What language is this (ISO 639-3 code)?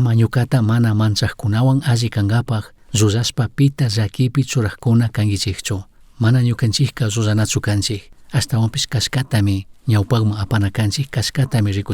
qug